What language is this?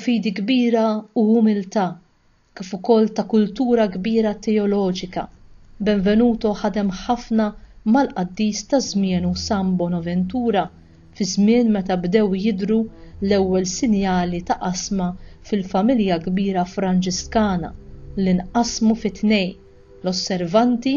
Maltese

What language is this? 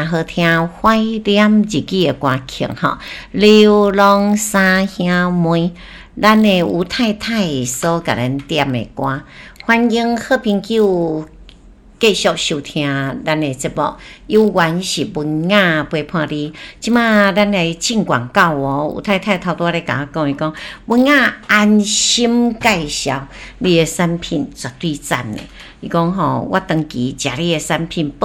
Min Nan Chinese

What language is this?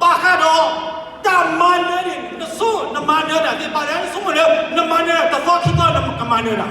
S'gaw Karen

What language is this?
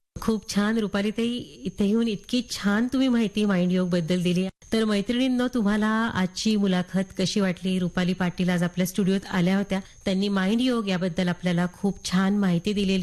Marathi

